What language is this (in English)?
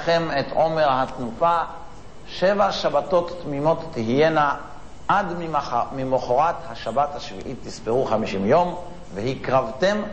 Hebrew